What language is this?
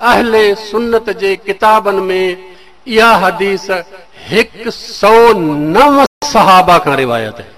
Sindhi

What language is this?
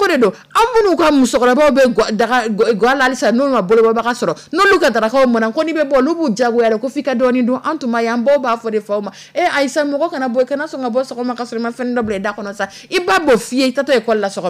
Dyula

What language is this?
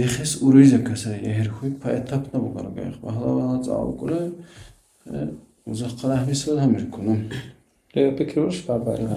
Dargwa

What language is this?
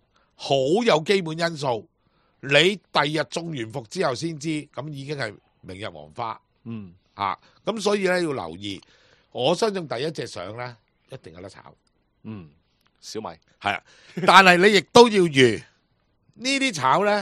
Cantonese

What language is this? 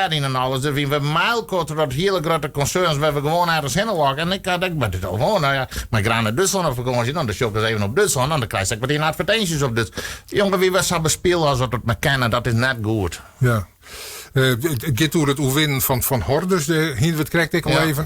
Western Frisian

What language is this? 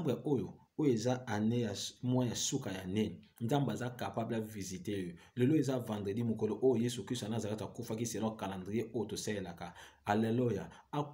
Lingala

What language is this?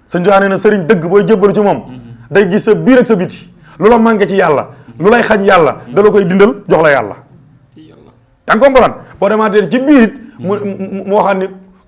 Wolof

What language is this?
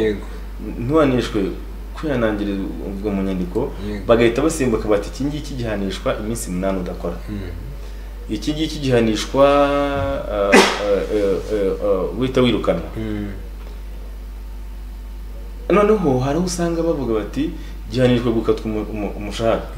Kinyarwanda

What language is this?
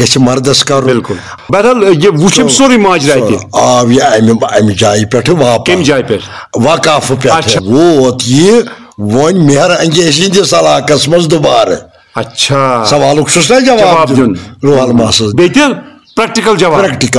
Kashmiri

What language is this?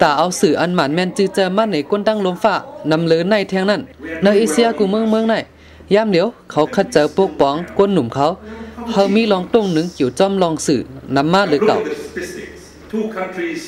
Shan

